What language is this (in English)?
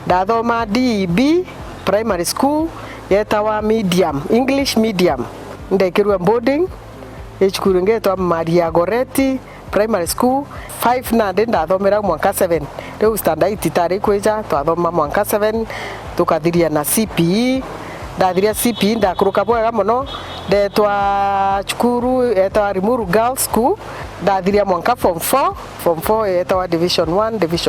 Meru